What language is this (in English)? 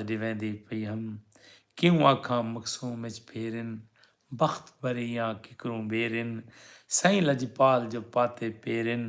Saraiki